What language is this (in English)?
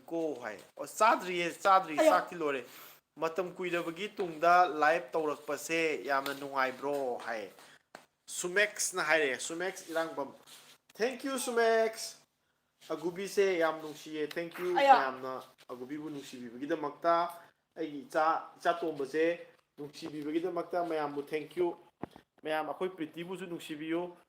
Manipuri